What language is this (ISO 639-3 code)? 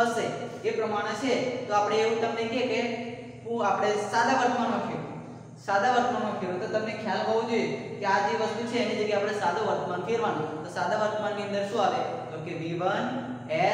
guj